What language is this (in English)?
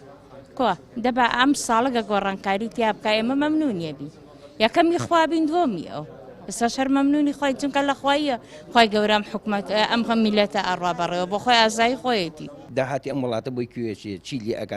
Central Kurdish